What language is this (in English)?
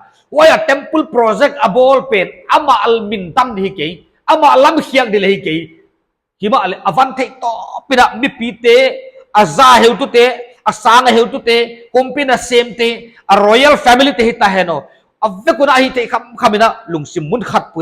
Paite Chin